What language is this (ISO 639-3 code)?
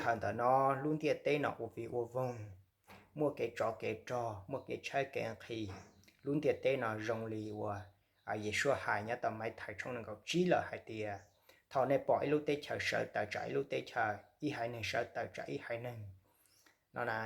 hmn